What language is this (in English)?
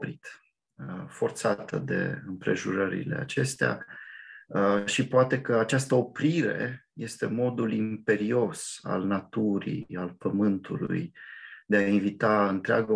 Romanian